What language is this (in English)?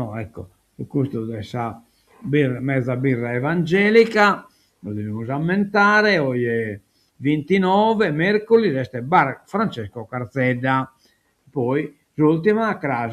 Sardinian